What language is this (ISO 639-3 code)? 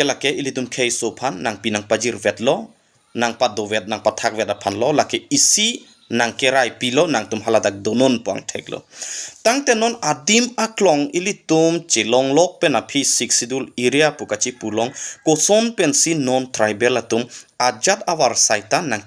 mjw